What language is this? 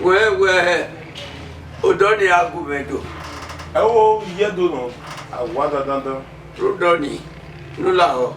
Bini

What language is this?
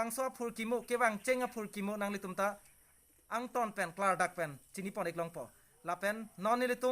Karbi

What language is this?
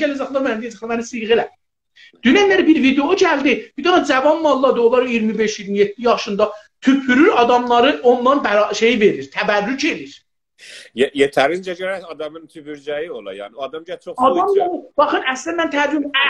South Azerbaijani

